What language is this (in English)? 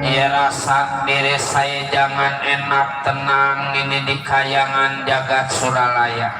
Betawi